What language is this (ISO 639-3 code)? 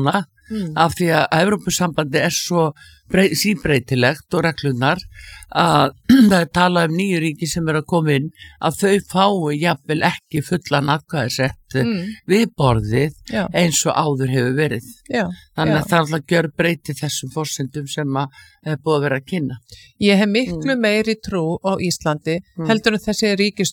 isl